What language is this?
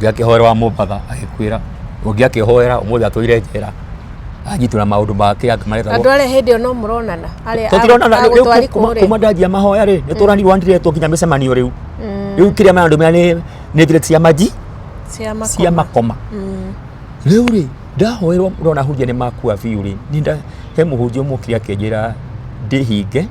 Kikuyu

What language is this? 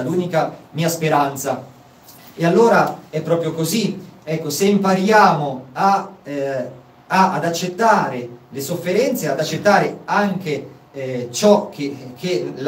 Italian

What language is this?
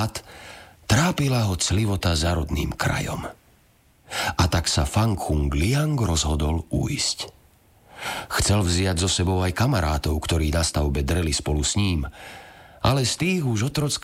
Slovak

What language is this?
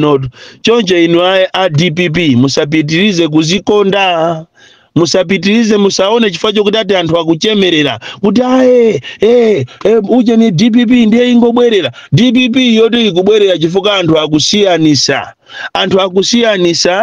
Nyanja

